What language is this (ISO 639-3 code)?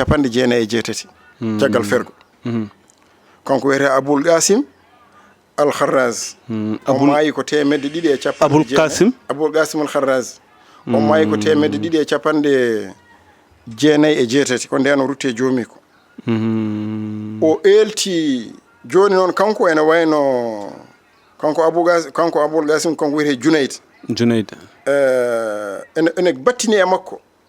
ful